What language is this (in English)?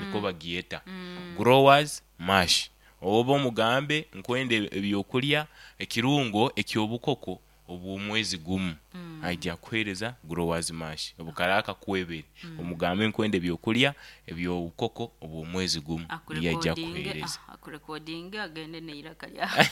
Nyoro